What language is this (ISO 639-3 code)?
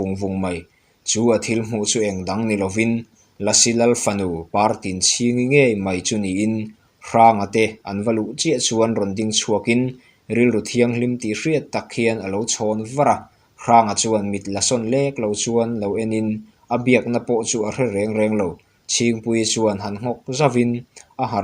lus